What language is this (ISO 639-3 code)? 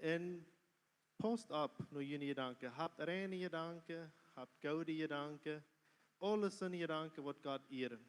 pdt